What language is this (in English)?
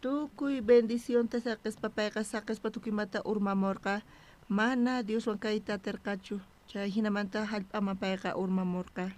South Bolivian Quechua